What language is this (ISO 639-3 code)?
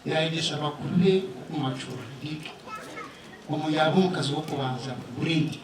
nyn